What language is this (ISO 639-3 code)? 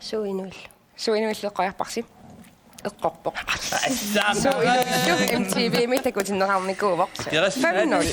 kal